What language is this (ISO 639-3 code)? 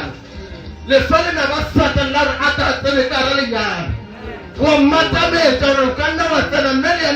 nso